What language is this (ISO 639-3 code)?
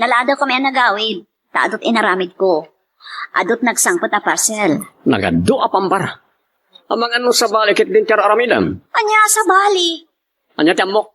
ilo